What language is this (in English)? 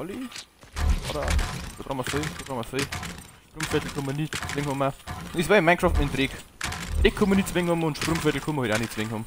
Bavarian